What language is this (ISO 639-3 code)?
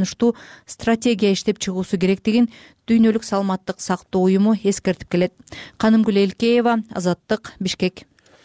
kir